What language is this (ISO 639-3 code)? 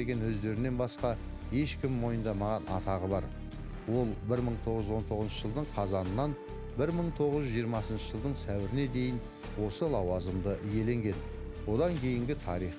kaz